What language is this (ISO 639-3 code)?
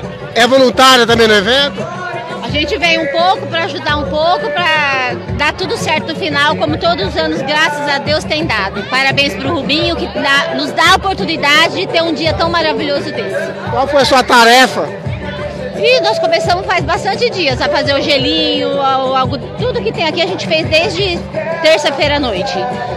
por